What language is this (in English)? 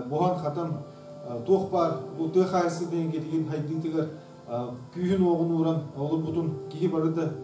Yakut